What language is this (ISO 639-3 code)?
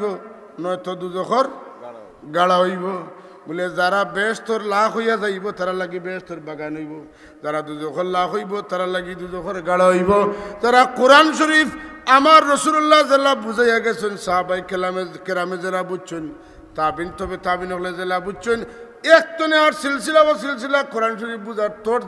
syl